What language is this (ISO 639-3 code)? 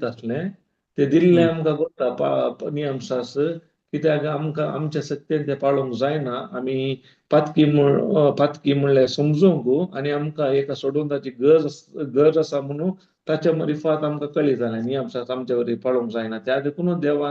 kok